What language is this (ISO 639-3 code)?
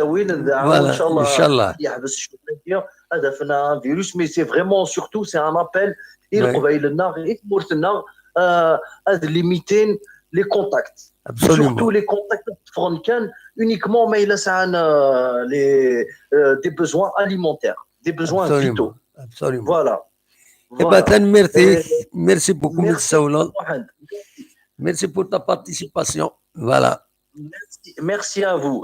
kab